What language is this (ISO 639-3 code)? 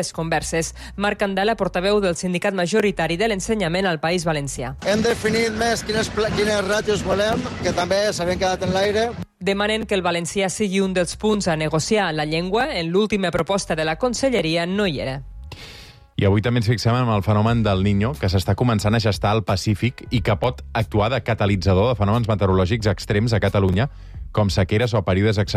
cat